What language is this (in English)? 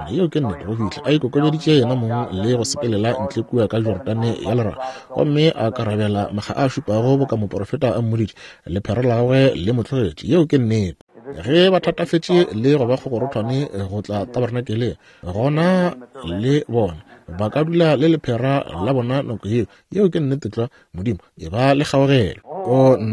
Northern Sotho